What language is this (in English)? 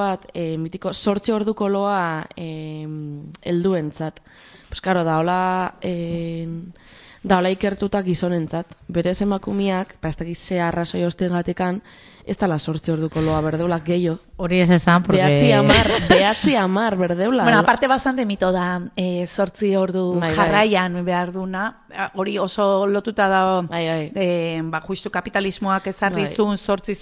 Basque